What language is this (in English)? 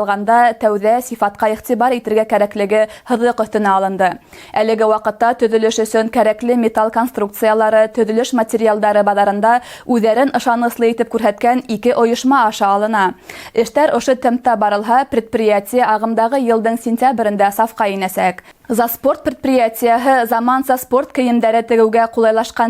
Bashkir